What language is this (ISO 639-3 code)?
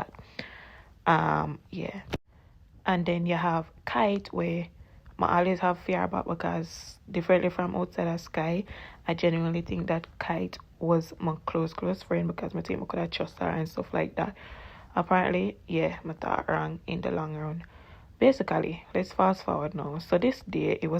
jam